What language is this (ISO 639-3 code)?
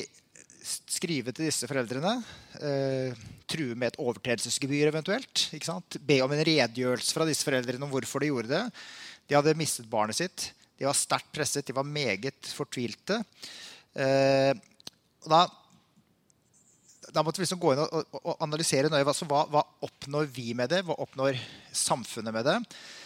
nor